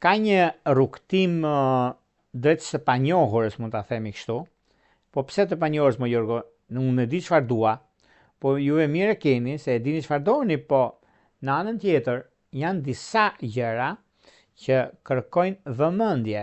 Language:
Albanian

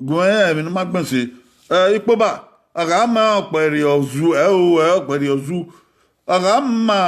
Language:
Bini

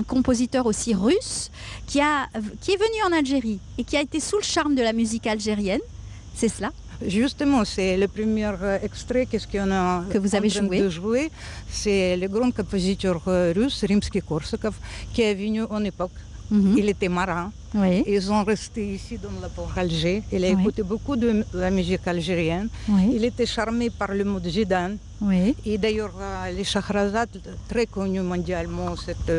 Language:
French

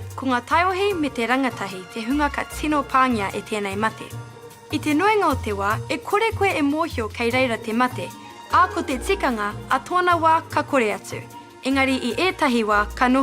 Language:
Māori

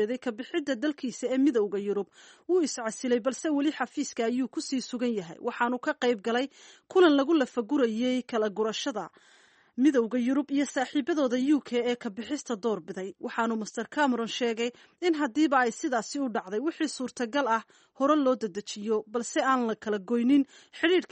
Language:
Somali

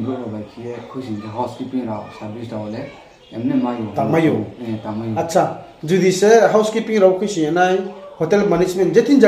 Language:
Riang (India)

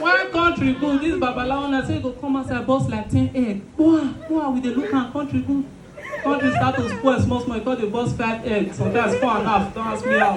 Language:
Nigerian Pidgin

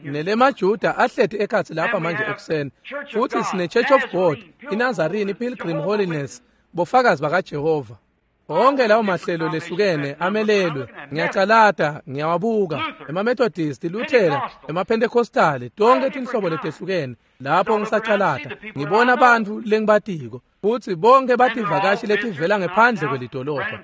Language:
Swati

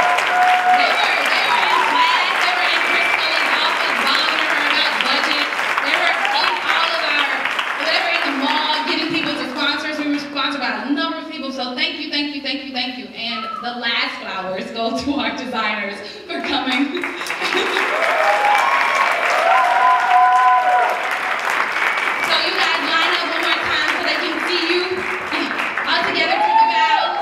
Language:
English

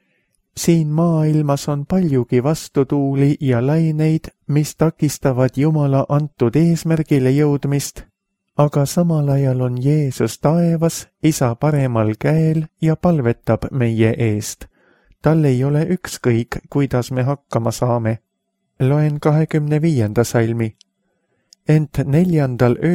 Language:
Estonian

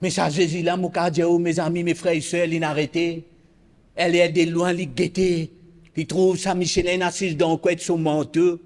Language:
Morisyen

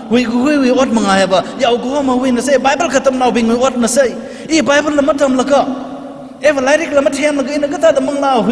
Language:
Tangkhul Naga (India)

